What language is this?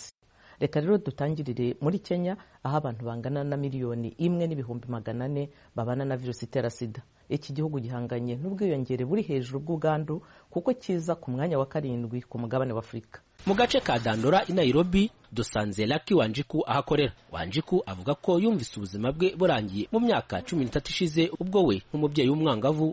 Kinyarwanda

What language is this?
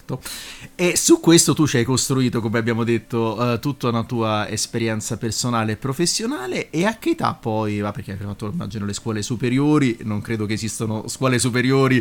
Italian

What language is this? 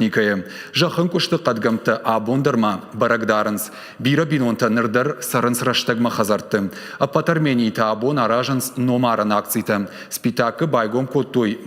Ossetic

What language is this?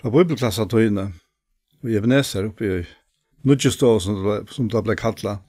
Faroese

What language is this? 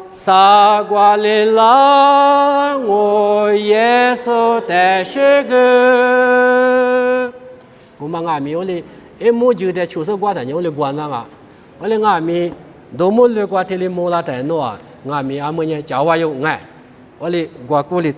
Lisu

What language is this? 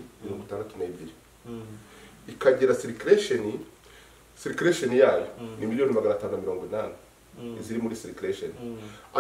Kinyarwanda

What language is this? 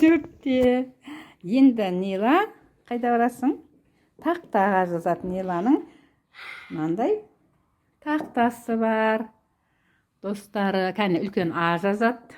Kazakh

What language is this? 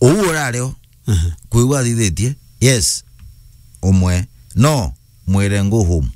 Meru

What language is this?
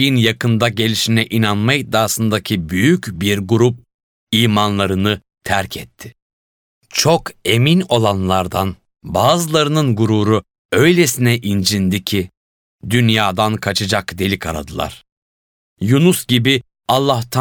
Turkish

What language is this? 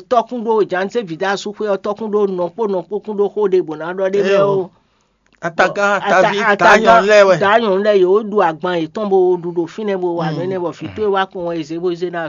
Fon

